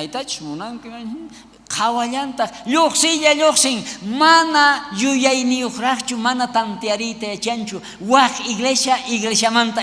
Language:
South Bolivian Quechua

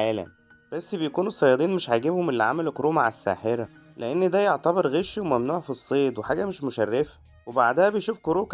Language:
Egyptian Arabic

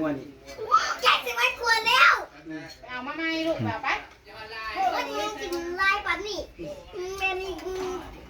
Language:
Northeastern Thai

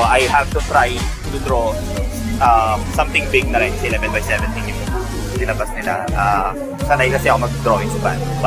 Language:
Filipino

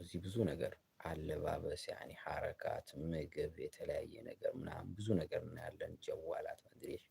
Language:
Amharic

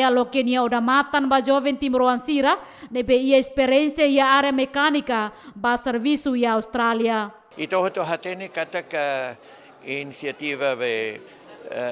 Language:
Tetum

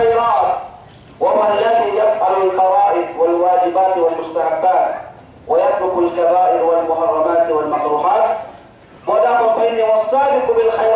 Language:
Yakan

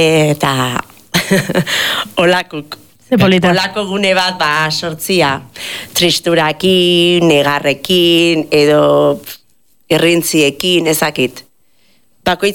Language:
Basque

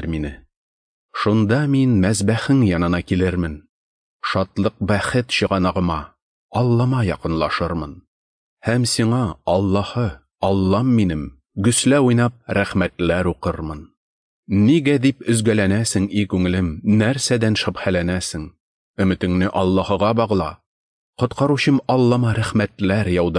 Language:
Tatar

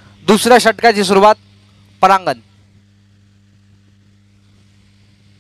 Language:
Marathi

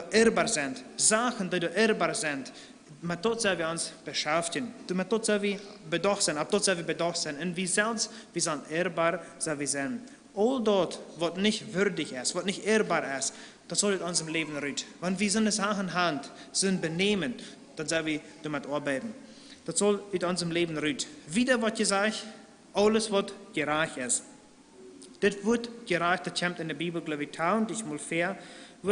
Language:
Plautdietsch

